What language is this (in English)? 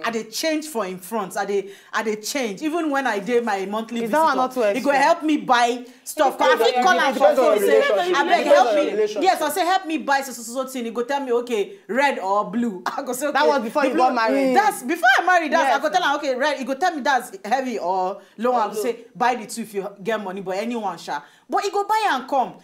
Nigerian Pidgin